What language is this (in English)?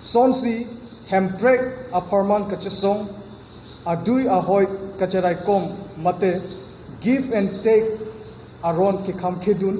Karbi